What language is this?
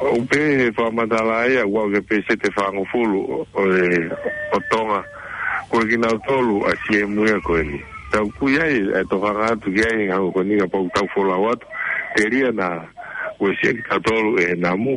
Tongan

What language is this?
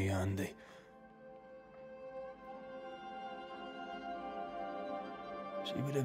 Russian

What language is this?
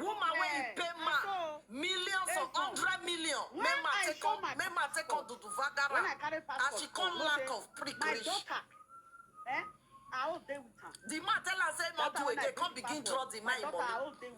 Nigerian Pidgin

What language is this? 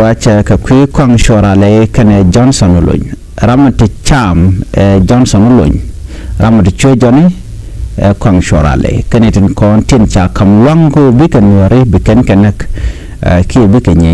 Nuer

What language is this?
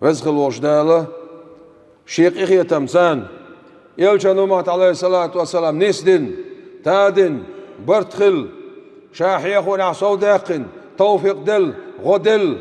Chechen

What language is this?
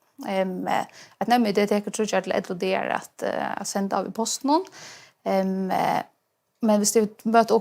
Faroese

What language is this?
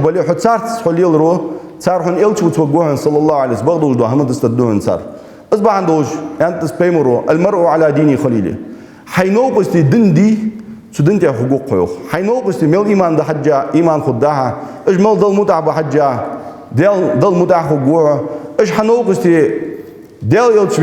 Ingush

